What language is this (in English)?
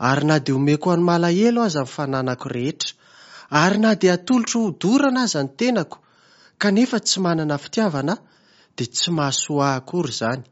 Malagasy